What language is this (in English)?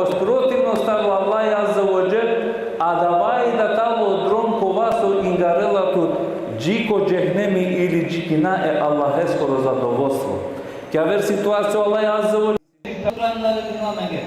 Balkan Romani